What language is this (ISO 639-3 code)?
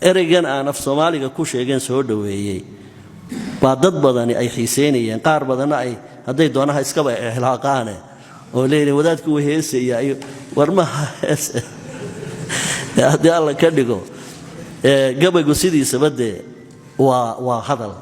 som